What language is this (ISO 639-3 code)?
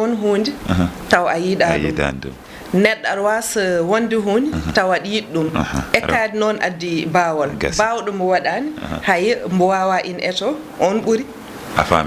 ful